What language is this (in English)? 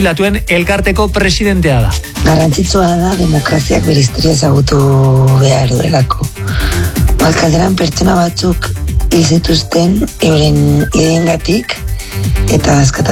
Basque